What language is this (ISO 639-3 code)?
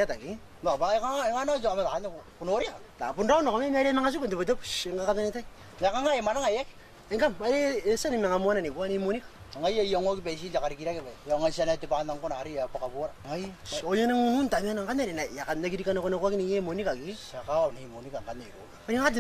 gil